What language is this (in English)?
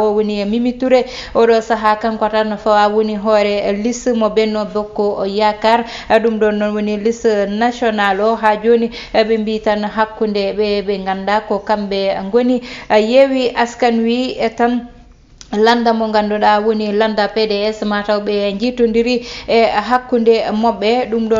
Fula